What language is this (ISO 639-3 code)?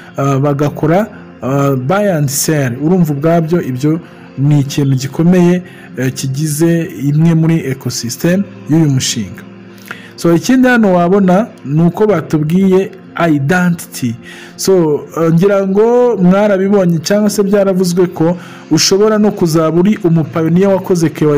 kin